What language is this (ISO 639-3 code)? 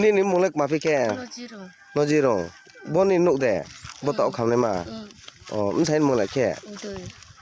ria